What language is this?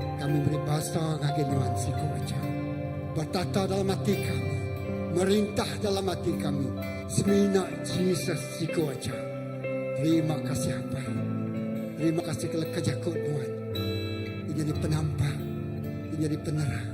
Iban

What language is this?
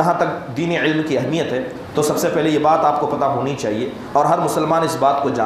Urdu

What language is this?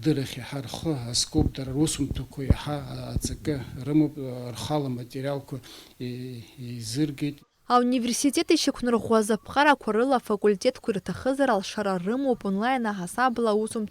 Abkhazian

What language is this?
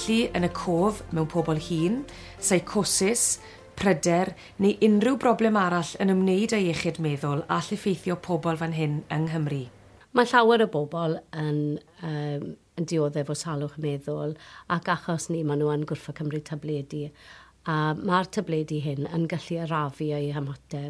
Welsh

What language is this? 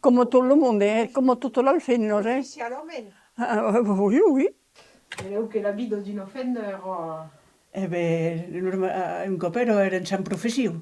Occitan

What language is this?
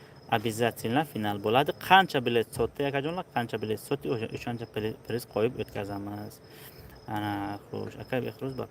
Tajik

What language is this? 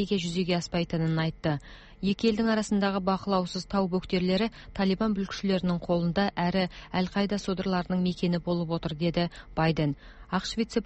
Kazakh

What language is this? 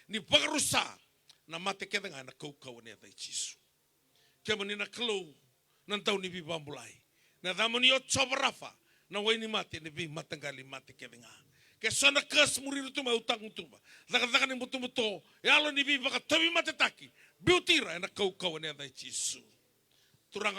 Fijian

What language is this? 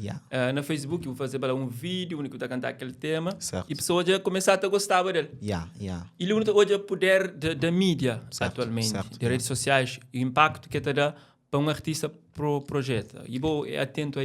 Kabuverdianu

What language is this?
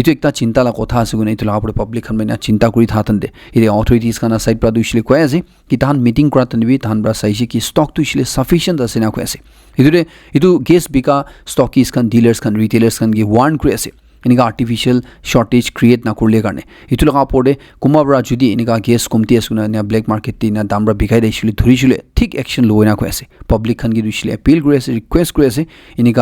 Naga Pidgin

